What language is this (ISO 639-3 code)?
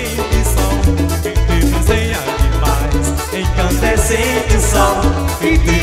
por